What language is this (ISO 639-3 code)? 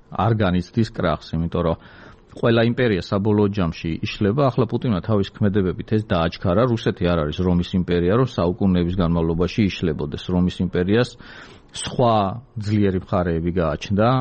kat